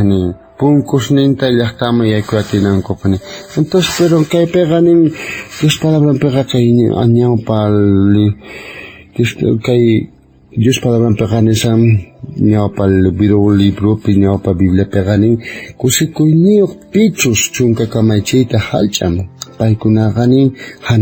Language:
South Bolivian Quechua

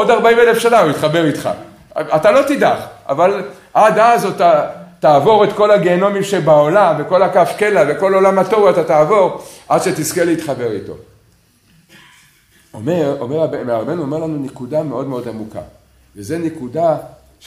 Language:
Hebrew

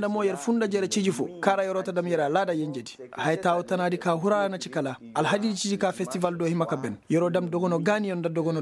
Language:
Koyraboro Senni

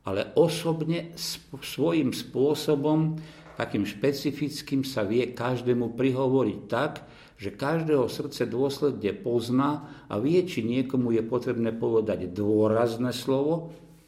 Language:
Slovak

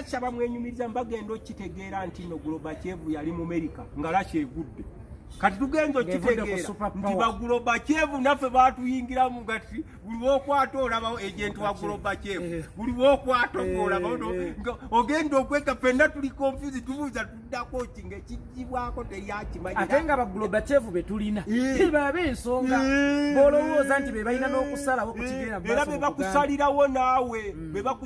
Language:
Ganda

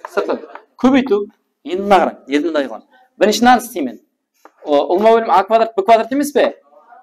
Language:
Kara-Kalpak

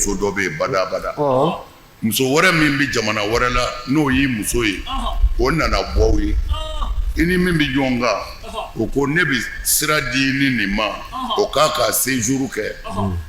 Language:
Bambara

